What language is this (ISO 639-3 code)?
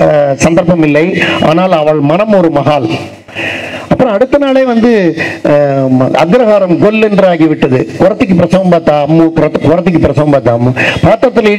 tam